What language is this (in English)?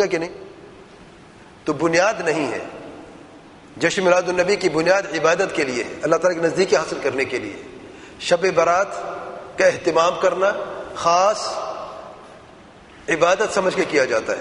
Urdu